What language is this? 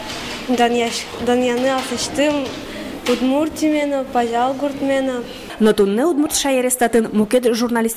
Udmurt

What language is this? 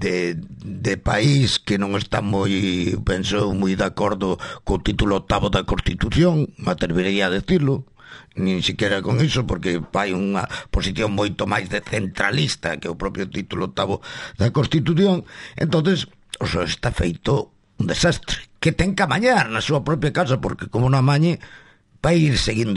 Galician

